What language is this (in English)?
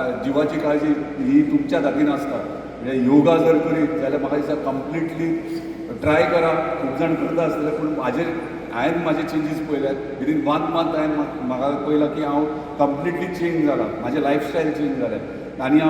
Konkani